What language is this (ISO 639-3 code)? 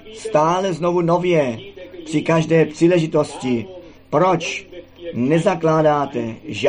ces